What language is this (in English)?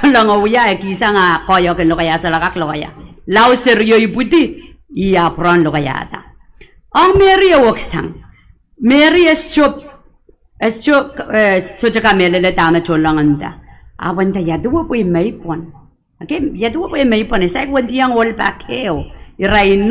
Pohnpeian